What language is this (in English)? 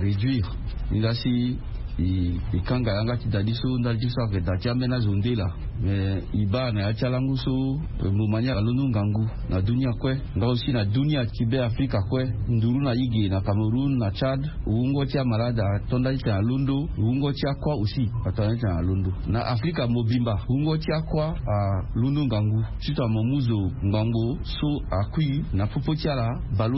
Sango